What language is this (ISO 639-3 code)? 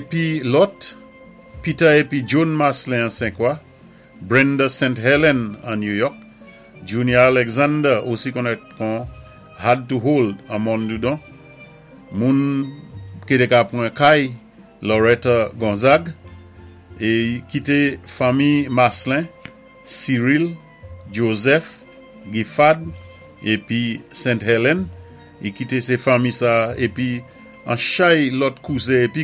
acf